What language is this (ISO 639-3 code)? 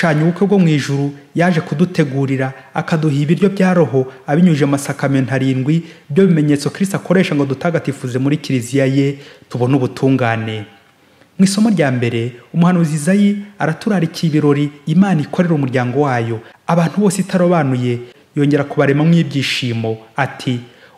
kin